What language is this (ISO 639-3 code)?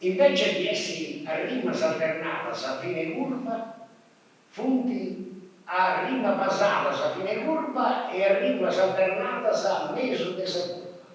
srd